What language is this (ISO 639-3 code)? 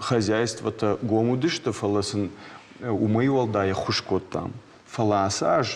oss